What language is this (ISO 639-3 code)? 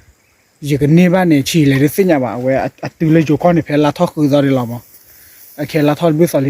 ksw